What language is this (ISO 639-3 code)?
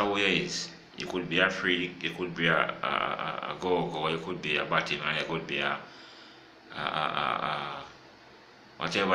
jam